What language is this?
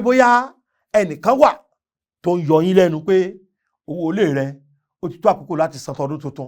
Yoruba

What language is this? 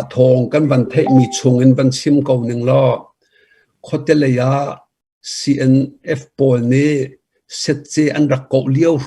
Hakha Chin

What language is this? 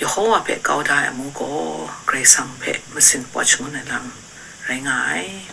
Kachin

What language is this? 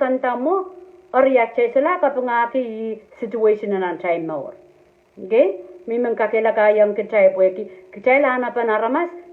Pohnpeian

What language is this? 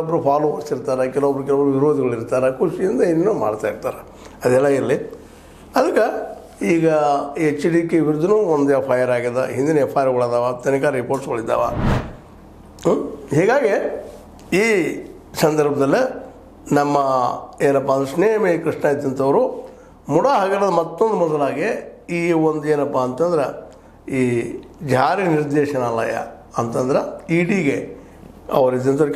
Kannada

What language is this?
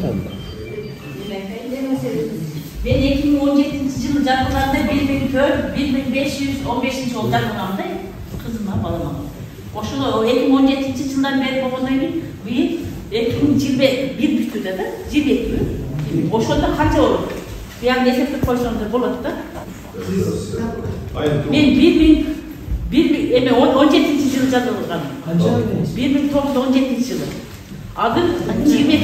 Kyrgyz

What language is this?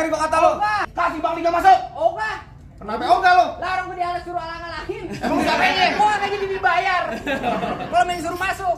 Betawi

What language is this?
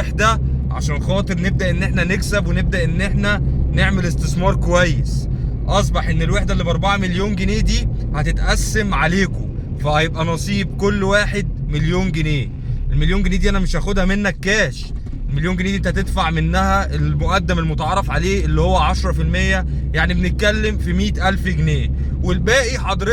Egyptian Arabic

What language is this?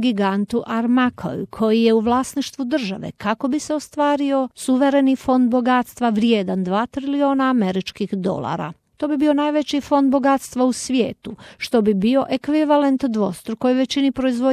Croatian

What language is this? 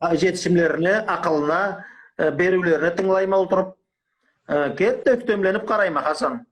Karachay-Balkar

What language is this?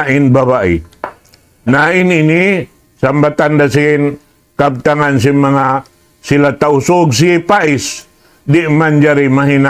Tausug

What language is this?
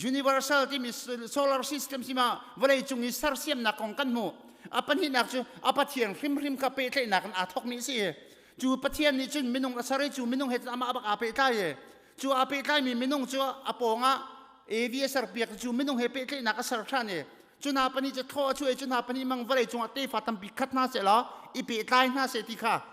Hakha Chin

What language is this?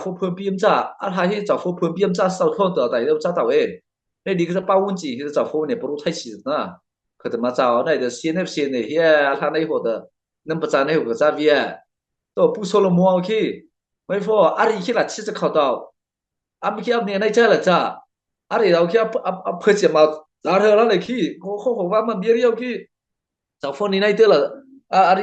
Mara Chin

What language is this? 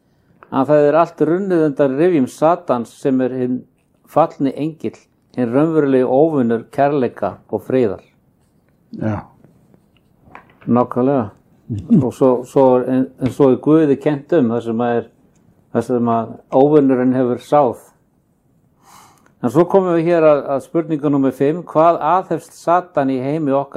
Icelandic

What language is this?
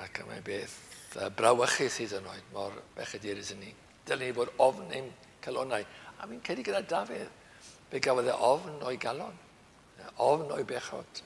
Welsh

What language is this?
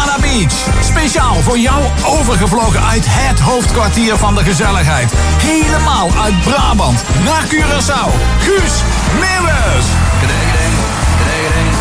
Dutch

